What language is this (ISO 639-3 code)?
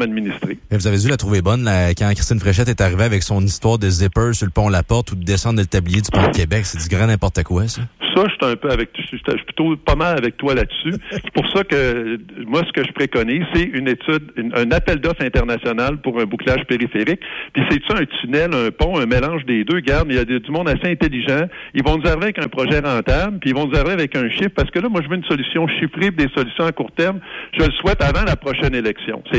fra